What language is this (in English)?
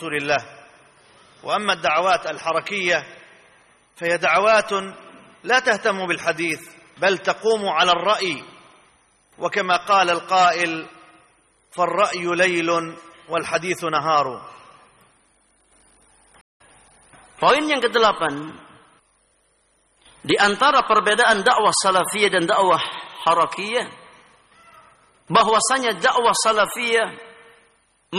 Indonesian